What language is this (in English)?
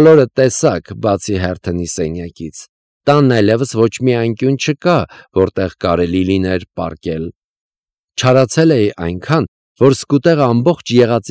Armenian